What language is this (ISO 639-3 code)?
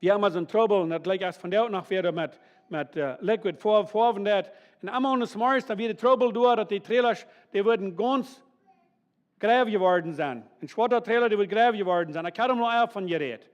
pdt